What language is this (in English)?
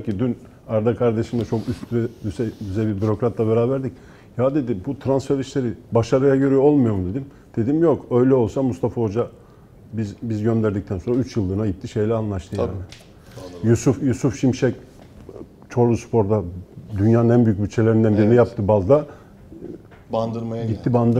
Turkish